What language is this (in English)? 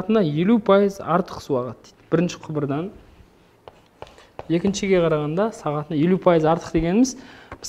Kazakh